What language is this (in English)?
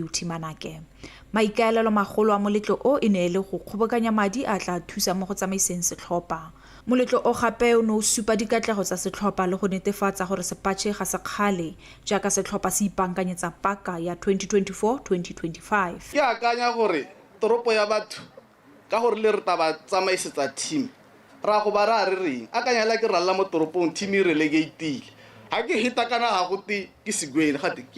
Tswana